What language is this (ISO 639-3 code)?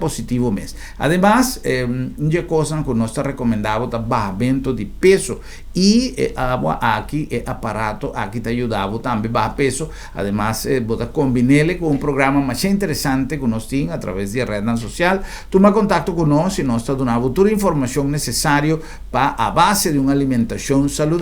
pap